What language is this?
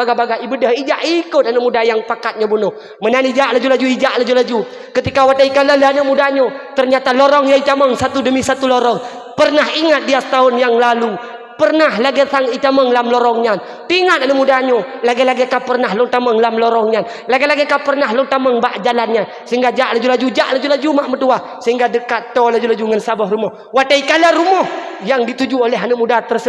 Achinese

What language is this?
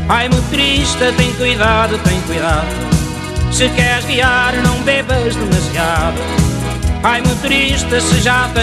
Portuguese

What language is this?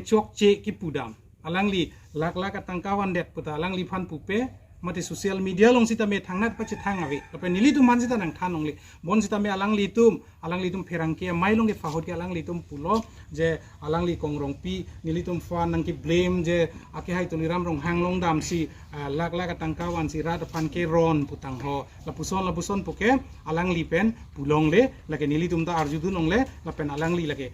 Karbi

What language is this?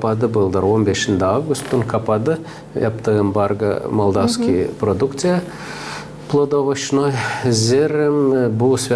Gagauz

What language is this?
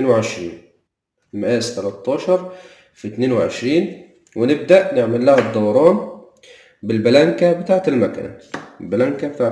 Egyptian Arabic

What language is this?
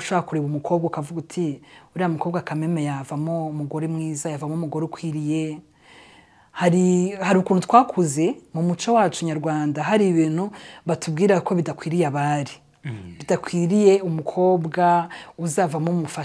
Kinyarwanda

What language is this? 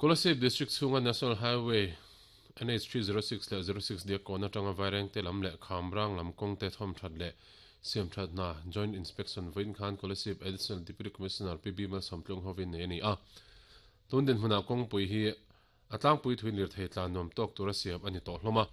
Mizo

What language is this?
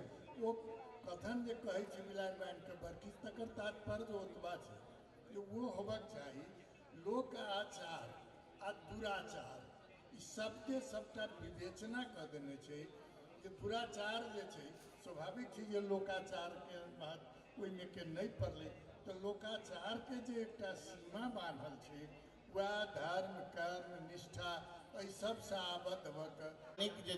Maithili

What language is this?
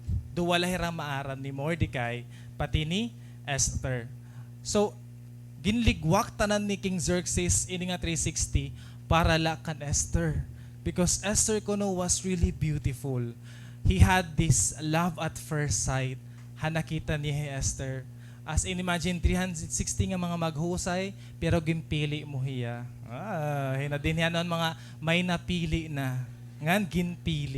Waray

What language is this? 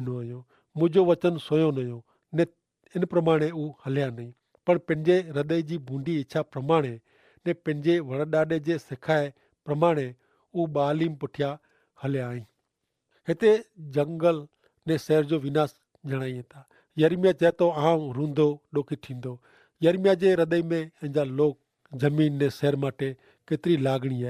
Kachhi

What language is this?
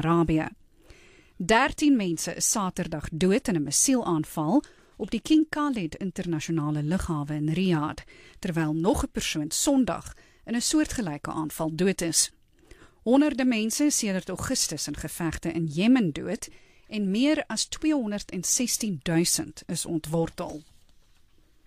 Afrikaans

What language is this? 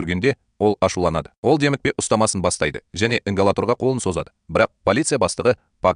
Kazakh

